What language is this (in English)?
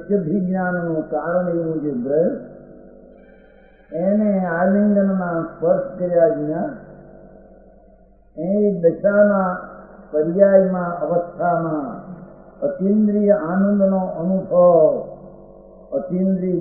Gujarati